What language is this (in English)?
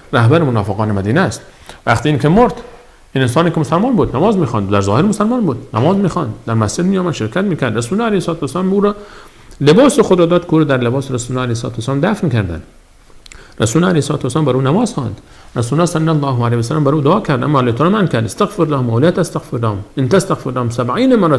Persian